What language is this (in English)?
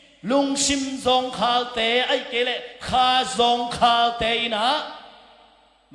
Tedim Chin